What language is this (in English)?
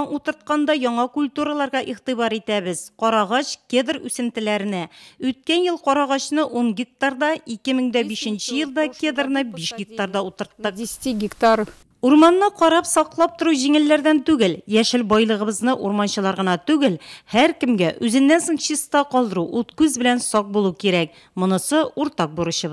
Tatar